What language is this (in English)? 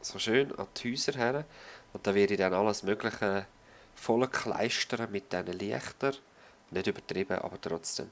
Swiss German